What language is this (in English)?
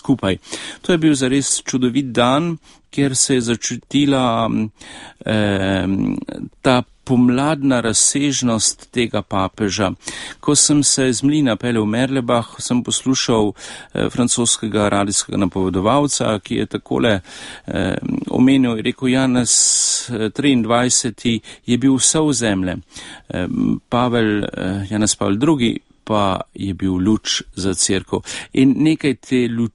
Slovenian